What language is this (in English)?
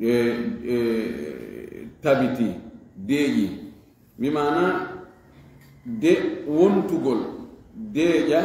Fula